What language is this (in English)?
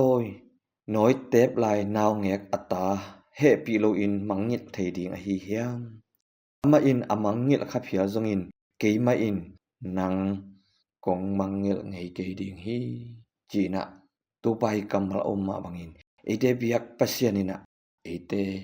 Tedim Chin